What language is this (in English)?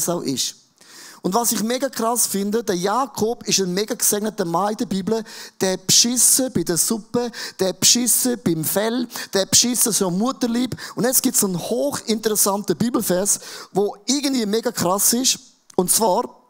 Swiss German